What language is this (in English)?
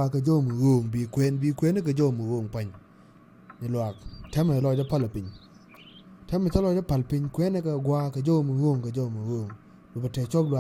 Nuer